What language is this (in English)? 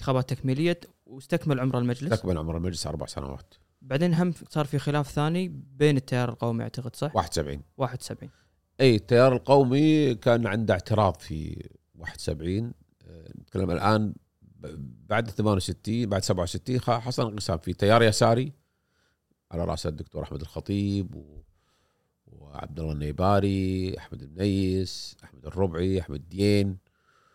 Gulf Arabic